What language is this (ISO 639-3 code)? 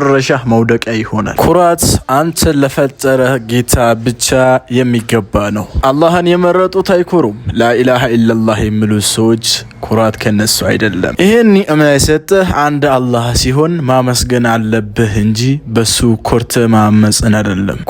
amh